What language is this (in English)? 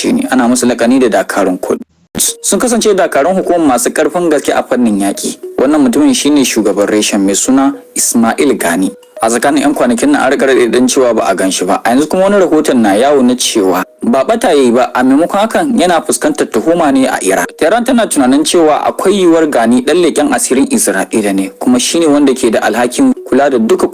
Hausa